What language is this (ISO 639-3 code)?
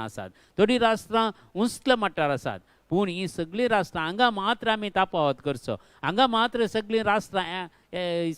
kok